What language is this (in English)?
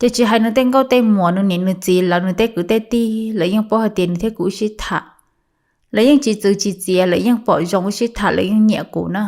Hmong